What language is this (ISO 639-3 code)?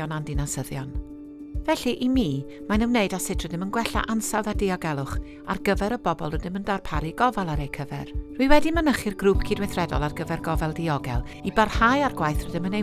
cym